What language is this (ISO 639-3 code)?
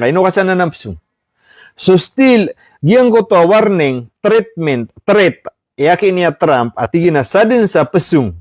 mrw